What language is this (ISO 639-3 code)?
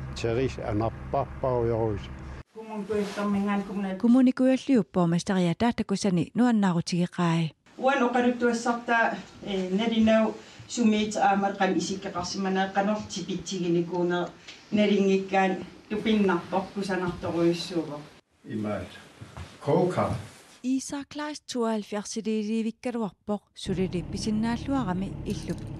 kal